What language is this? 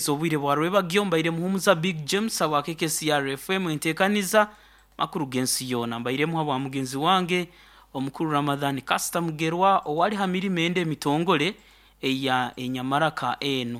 Nyoro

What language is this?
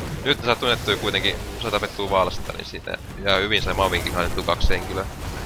Finnish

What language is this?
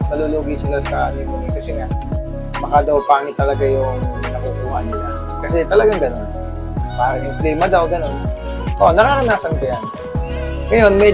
Filipino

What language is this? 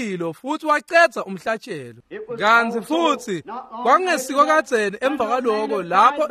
Swati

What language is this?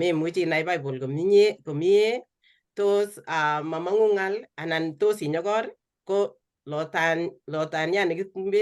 Kalenjin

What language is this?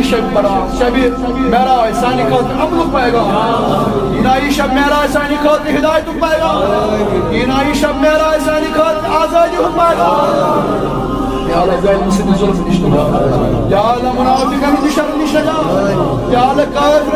Kashmiri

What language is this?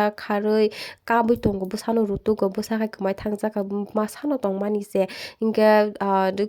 Kok Borok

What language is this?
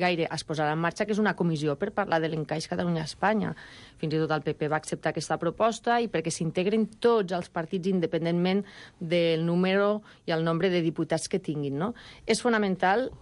Catalan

